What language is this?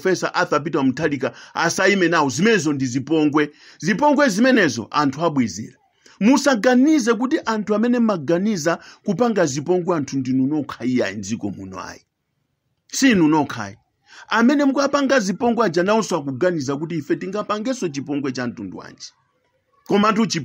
Nyanja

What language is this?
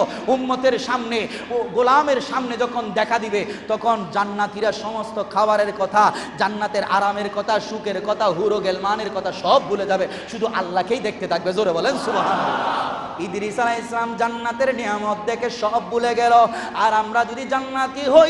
Bangla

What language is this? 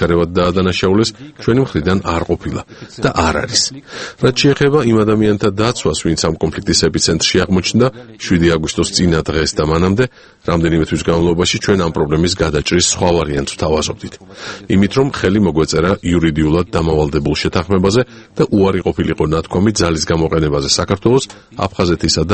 Georgian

